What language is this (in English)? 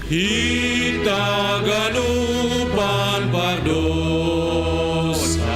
Batak Simalungun